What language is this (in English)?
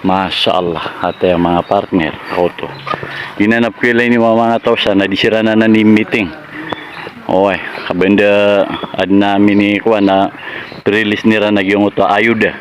Maranao